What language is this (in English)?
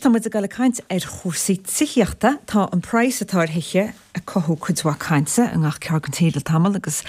Irish